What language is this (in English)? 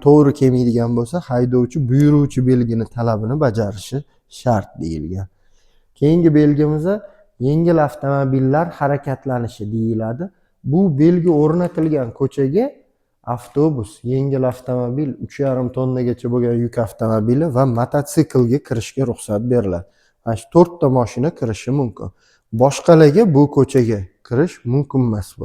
Uzbek